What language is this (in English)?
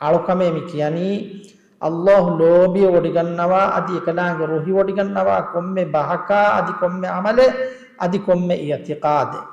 Divehi